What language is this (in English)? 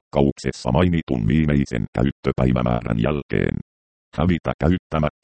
Finnish